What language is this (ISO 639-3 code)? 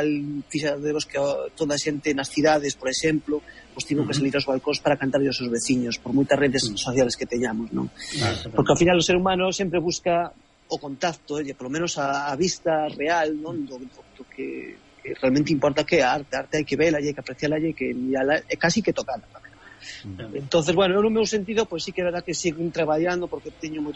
glg